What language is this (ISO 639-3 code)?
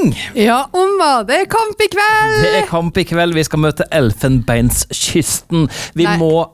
nor